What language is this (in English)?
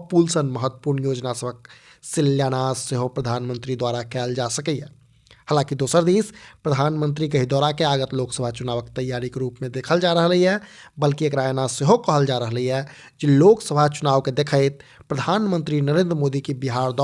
Maithili